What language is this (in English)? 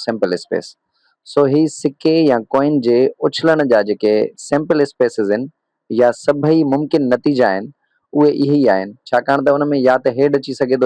Sindhi